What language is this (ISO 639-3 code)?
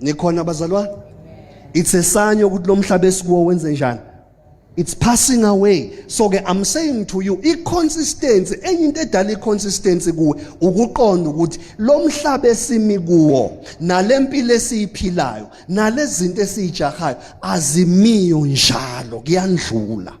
zul